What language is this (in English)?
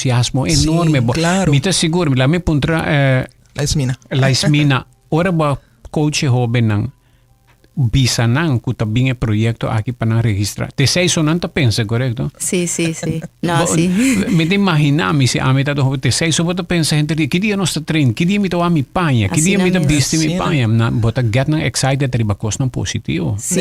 Papiamento